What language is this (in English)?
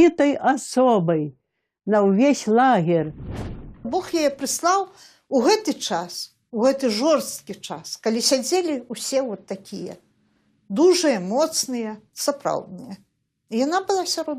Belarusian